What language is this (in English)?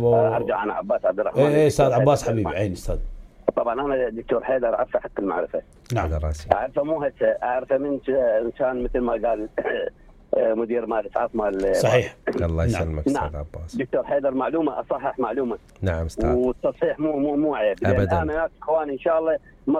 Mesopotamian Arabic